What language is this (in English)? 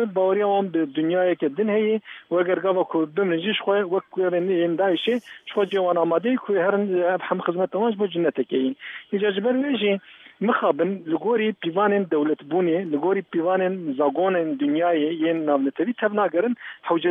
Kurdish